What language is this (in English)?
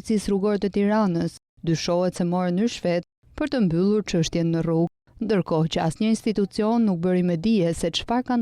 Albanian